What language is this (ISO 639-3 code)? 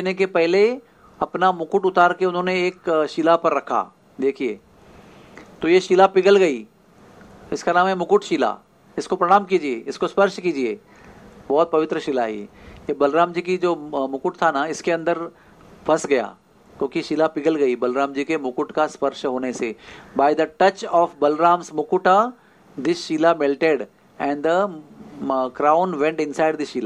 hin